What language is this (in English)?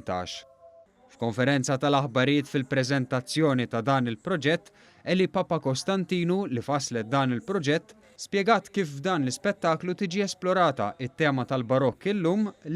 Maltese